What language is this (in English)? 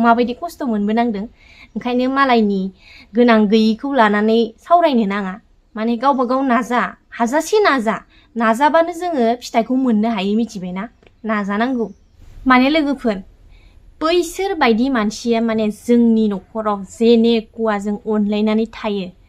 Bodo